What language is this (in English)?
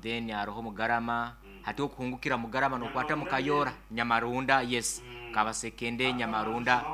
Nyankole